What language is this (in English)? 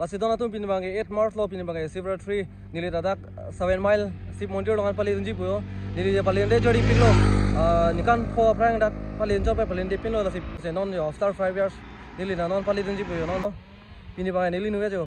Karbi